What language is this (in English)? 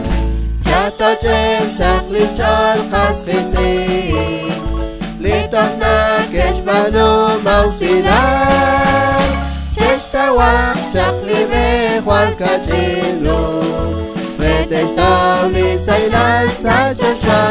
Kekchí